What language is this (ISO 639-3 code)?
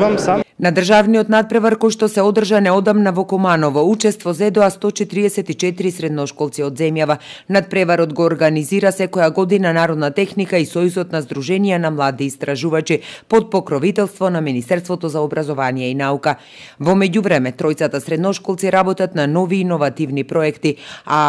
mkd